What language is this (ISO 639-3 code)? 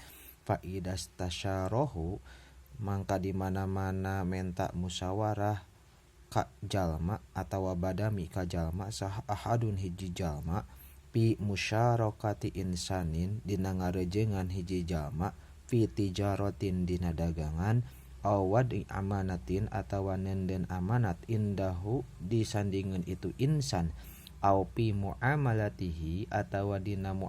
sun